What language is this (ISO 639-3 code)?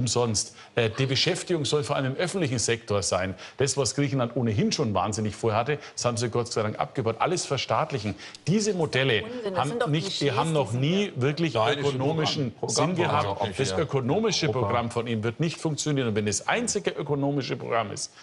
deu